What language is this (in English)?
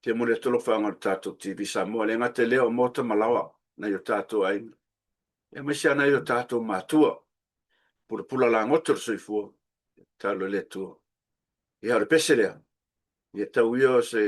Samoan